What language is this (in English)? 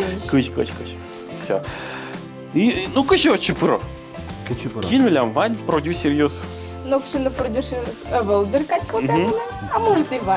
Udmurt